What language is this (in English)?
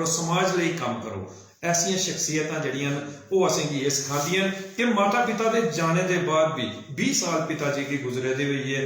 Dogri